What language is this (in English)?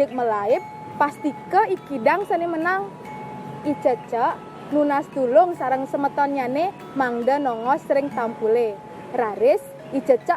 Balinese